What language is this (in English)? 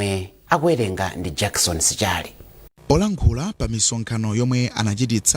Nyanja